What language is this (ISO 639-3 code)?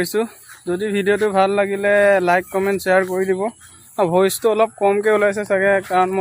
asm